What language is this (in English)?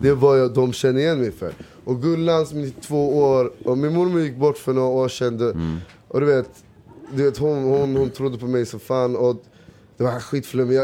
Swedish